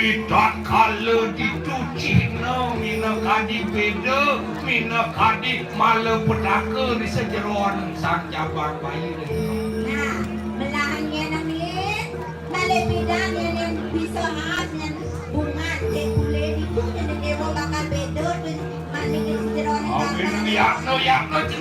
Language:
Balinese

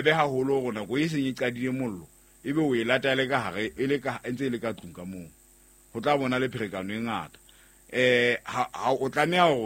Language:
Southern Sotho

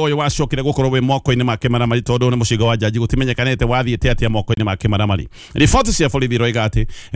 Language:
Kikuyu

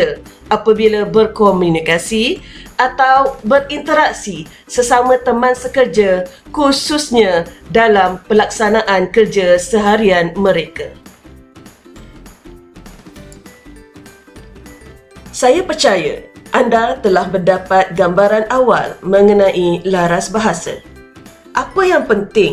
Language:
Malay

